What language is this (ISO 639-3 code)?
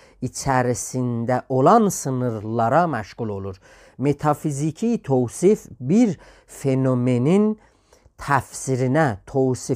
azb